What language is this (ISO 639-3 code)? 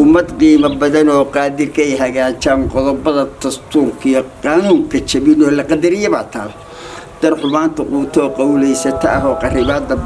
som